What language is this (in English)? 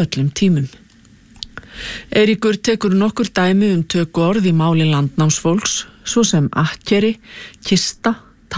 Icelandic